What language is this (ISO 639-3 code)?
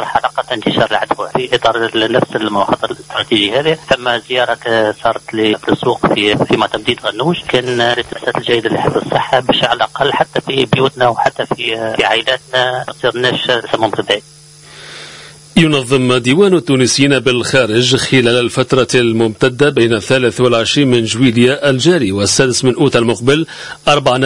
aeb